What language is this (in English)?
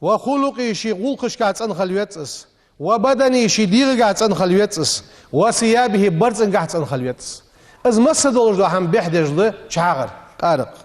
Ingush